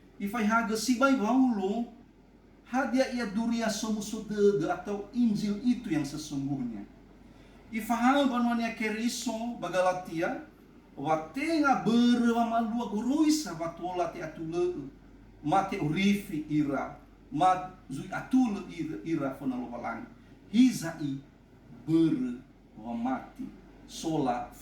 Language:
Nias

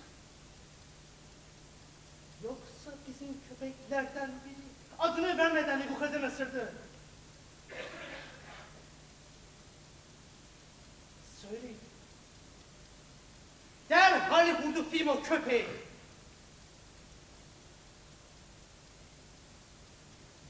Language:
Turkish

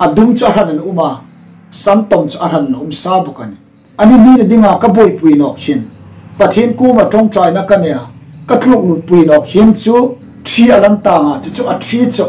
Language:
Hmar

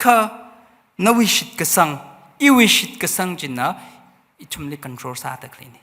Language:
Tangkhul Naga (India)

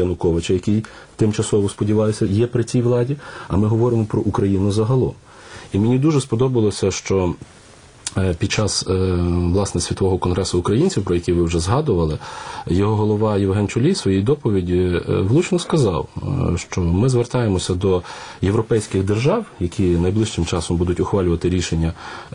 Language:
Ukrainian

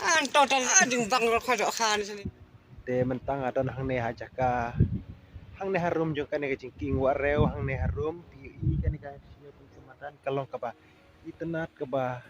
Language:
Khasi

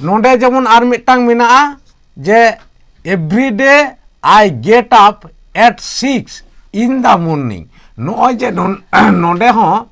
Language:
Santali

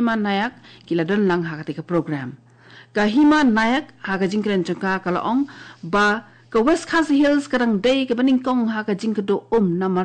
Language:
Khasi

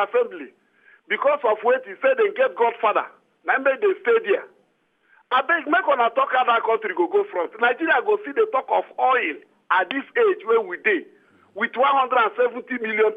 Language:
Nigerian Pidgin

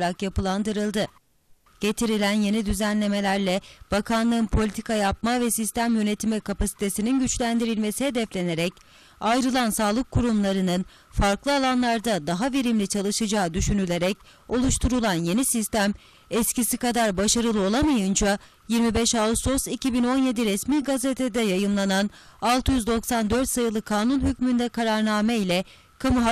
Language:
Turkish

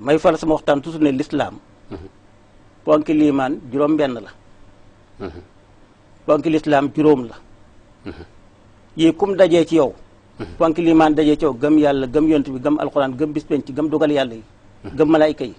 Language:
Wolof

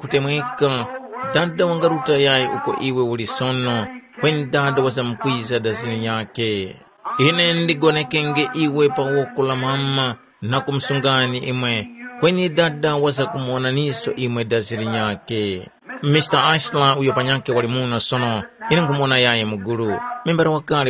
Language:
Tumbuka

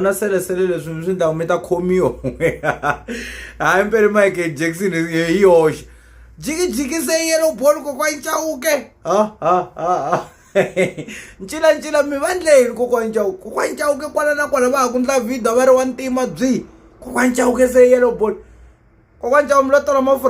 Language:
Tsonga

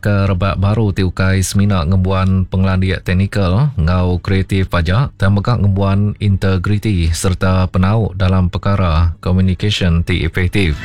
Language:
Iban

